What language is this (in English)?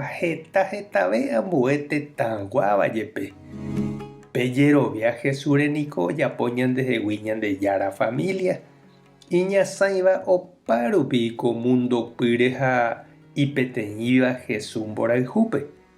Guarani